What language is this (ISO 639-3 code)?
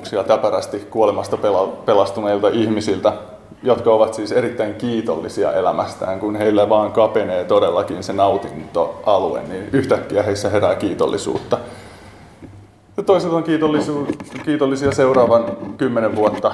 fin